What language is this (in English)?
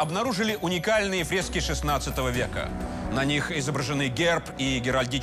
Russian